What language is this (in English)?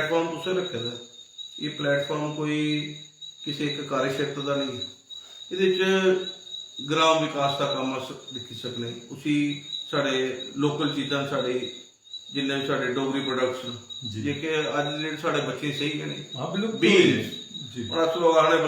Dogri